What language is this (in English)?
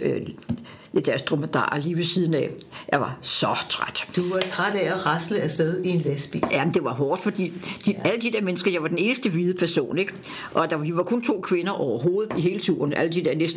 Danish